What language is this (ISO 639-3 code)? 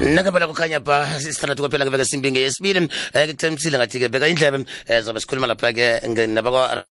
nbl